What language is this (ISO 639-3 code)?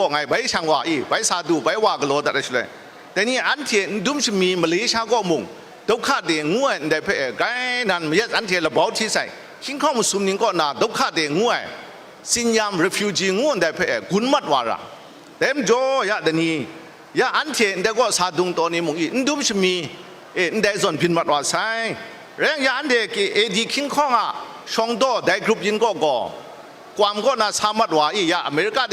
kac